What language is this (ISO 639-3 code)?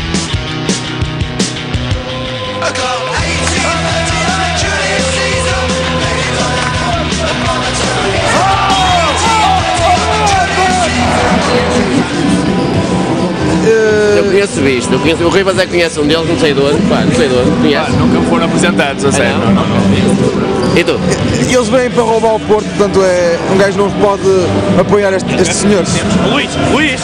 por